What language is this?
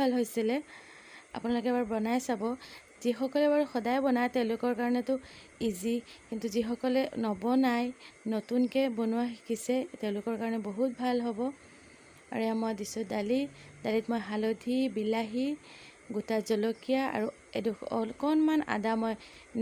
Assamese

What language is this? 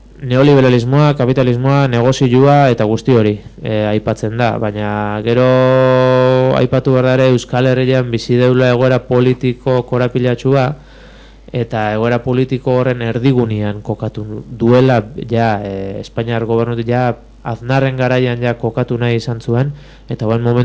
Basque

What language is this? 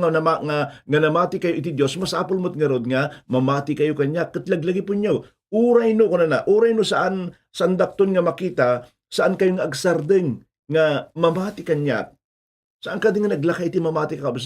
Iloko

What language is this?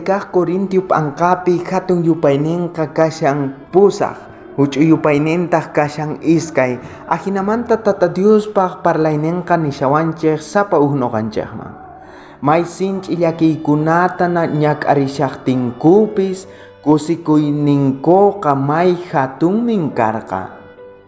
South Bolivian Quechua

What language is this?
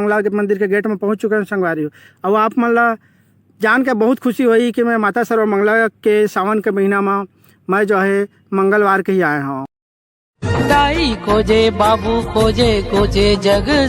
Chhattisgarhi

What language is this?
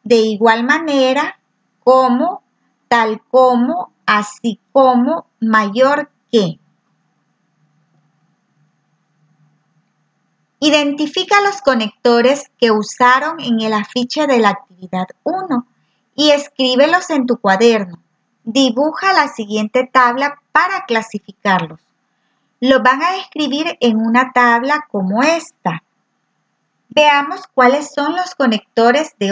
Spanish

